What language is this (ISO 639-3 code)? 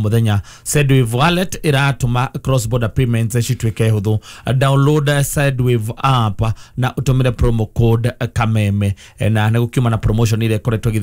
kik